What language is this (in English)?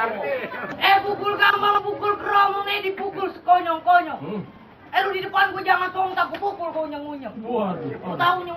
Betawi